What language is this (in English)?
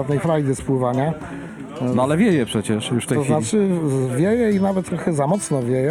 Polish